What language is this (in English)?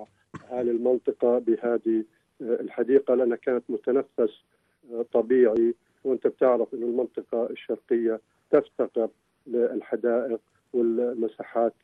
North Levantine Arabic